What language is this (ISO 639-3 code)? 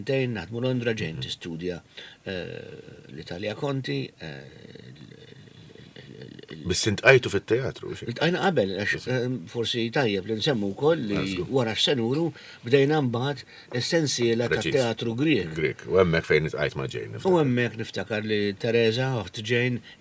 mlt